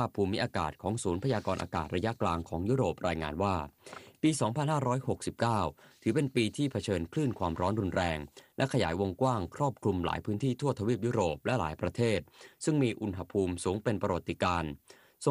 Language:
Thai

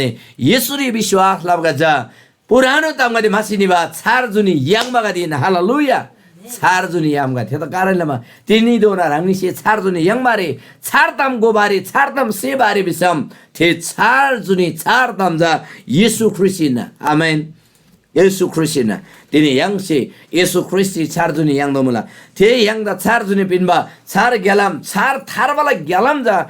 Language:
Eastern Tamang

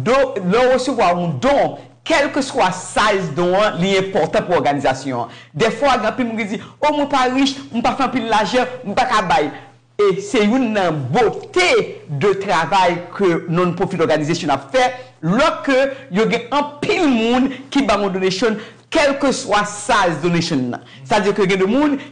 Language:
Haitian Creole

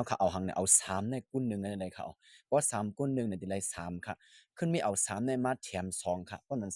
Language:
Shan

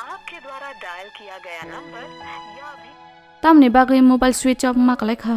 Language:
Kok Borok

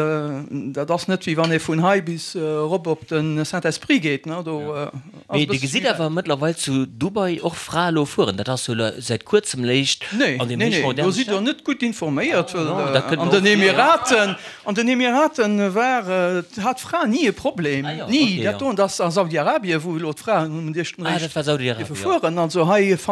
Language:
Luxembourgish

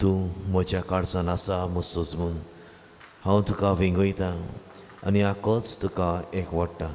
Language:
Konkani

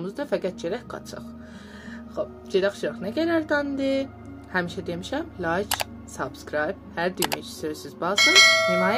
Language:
South Azerbaijani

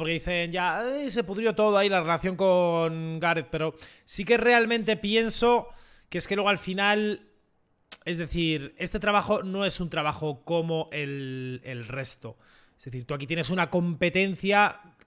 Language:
Spanish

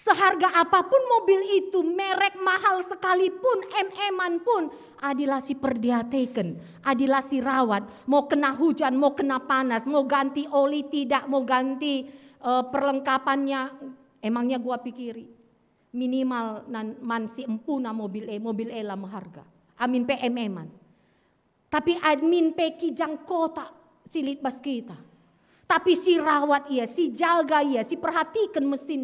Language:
Batak Karo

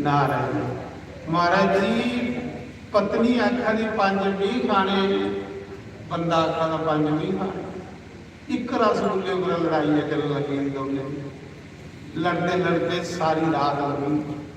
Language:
Dogri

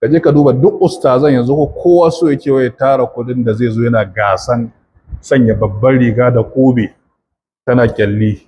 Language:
Hausa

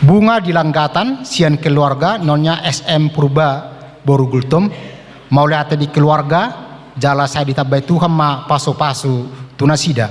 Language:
Batak Toba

